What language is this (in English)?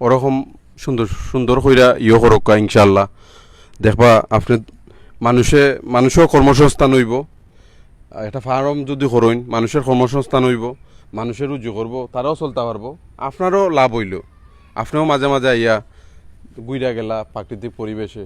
Sylheti